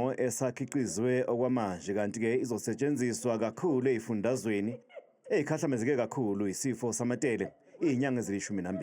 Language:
Zulu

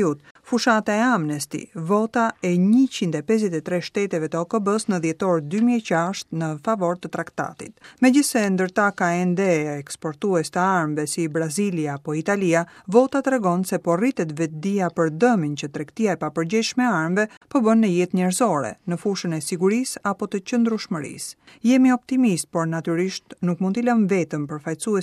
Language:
Albanian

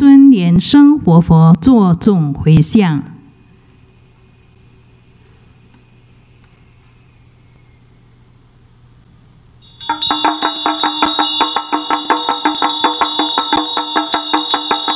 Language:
Chinese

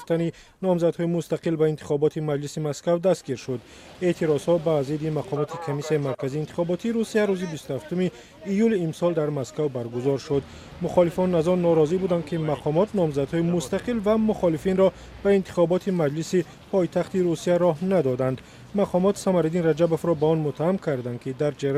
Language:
Tajik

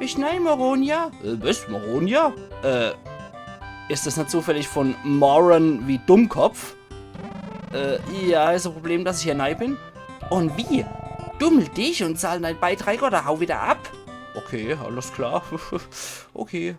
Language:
Palatine German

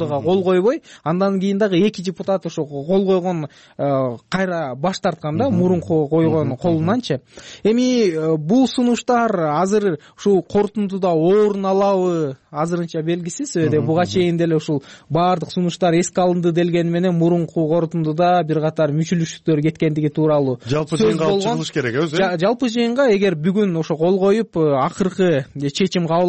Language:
Kyrgyz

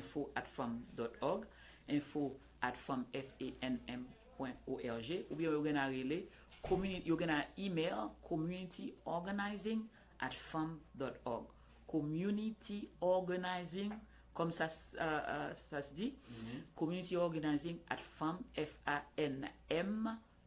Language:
Haitian Creole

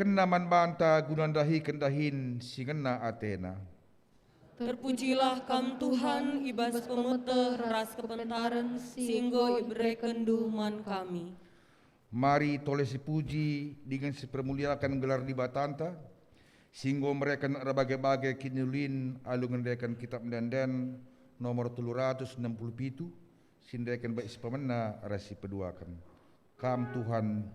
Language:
Batak Karo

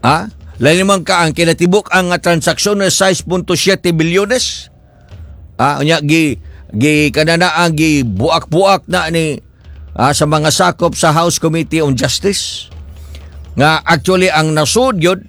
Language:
Cebuano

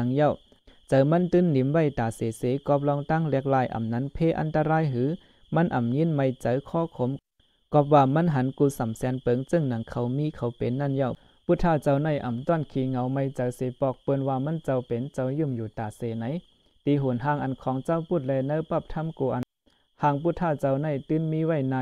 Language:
Shan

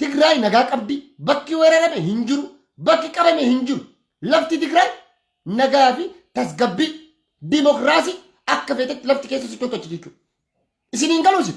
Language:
Oromo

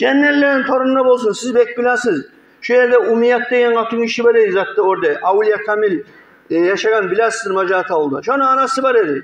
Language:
Kumyk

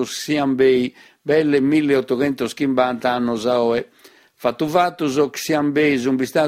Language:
Sardinian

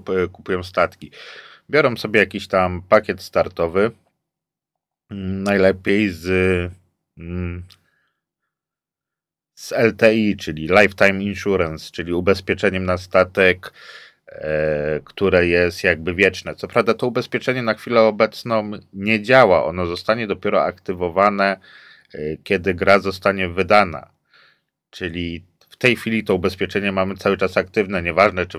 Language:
Polish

